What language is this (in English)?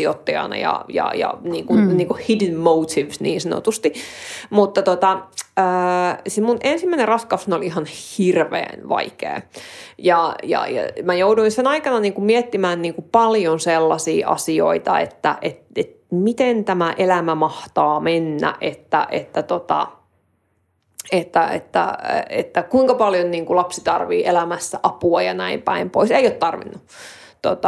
Finnish